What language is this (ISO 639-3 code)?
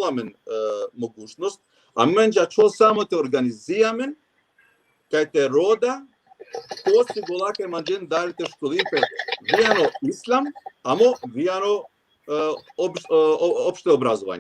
rmn